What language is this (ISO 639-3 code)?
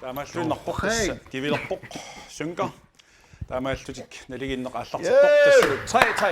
kal